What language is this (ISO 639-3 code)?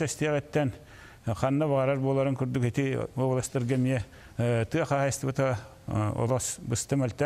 sah